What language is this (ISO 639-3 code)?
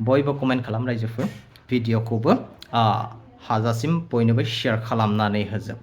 brx